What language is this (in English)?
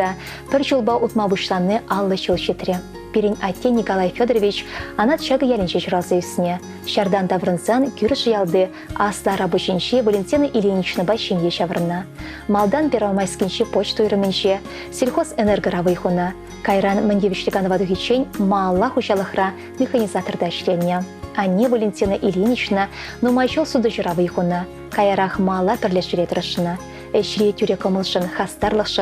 Chuvash